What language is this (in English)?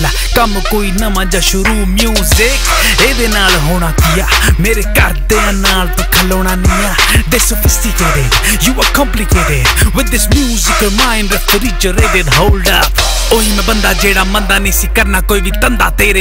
Punjabi